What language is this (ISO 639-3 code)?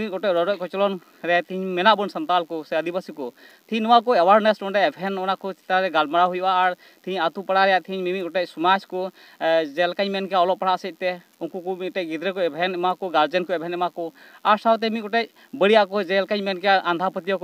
sat